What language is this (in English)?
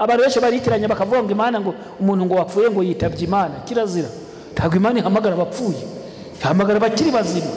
Kinyarwanda